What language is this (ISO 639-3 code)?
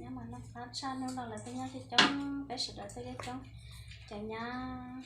hmn